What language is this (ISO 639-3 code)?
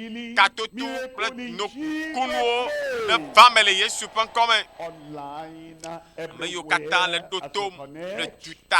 ewe